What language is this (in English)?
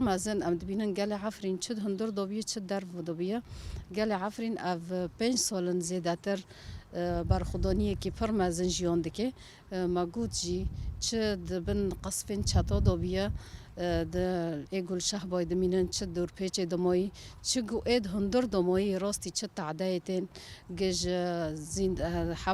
Kurdish